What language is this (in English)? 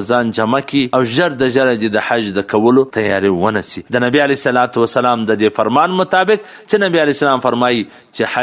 Pashto